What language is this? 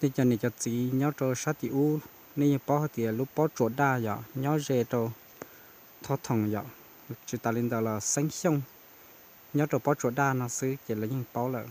Hmong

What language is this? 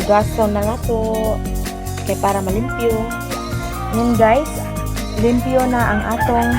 Cebuano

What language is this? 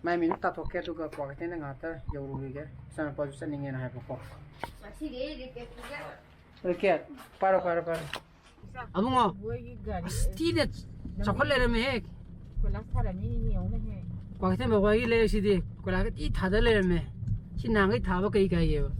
Manipuri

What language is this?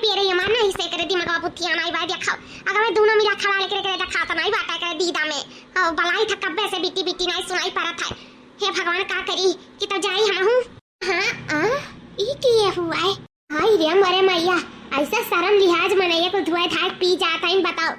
Awadhi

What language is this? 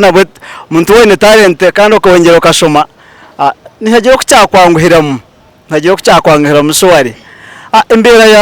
Nyankole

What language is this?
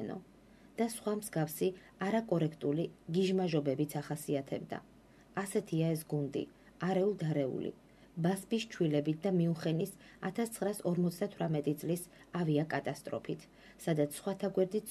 Georgian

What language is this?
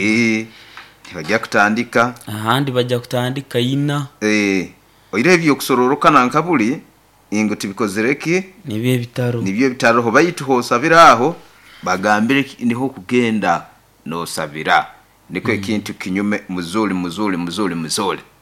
Nyoro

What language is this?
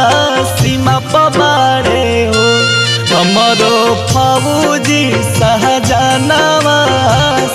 Bhojpuri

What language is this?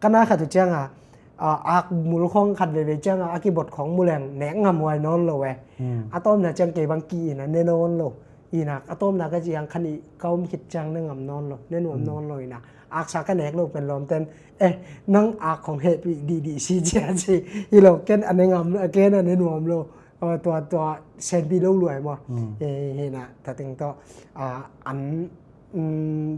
Tedim Chin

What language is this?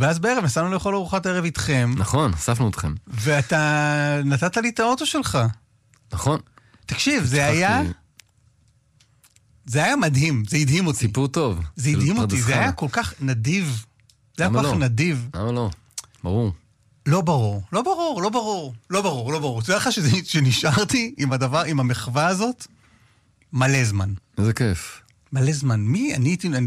Hebrew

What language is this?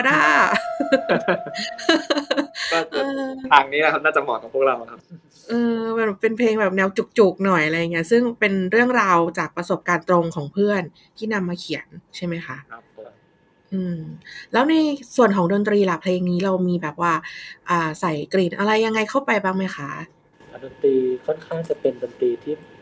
Thai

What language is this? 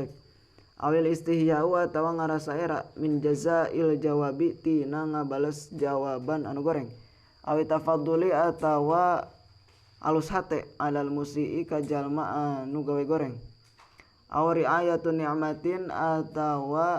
Sundanese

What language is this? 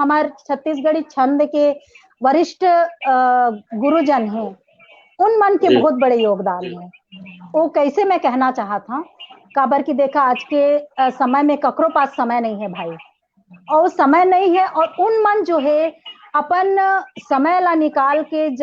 Chhattisgarhi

